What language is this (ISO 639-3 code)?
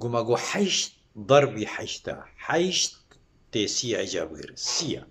kur